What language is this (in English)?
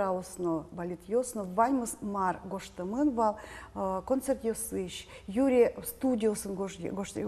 Udmurt